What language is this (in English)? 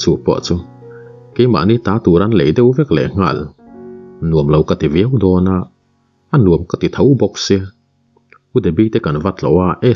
Mizo